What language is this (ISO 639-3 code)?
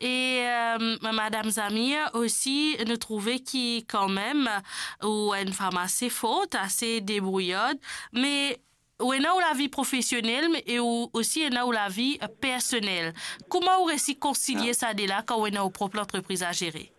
mfe